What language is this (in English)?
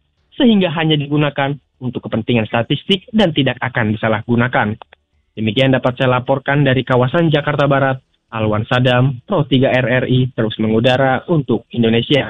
Indonesian